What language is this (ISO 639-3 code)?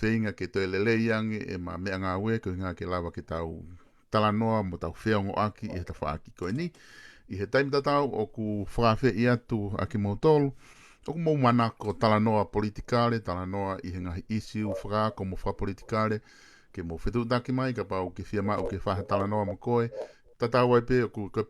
ton